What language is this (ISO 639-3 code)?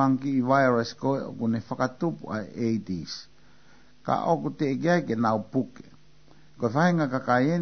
ton